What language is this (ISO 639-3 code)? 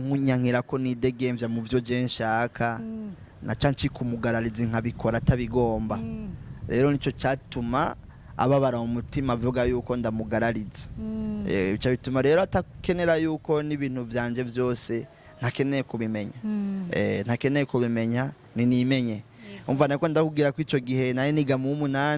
run